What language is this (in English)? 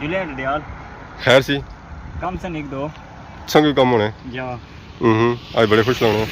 Pahari-Potwari